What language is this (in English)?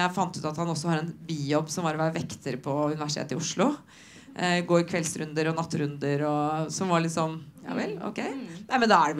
Norwegian